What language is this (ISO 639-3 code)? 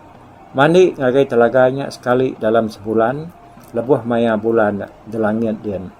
iba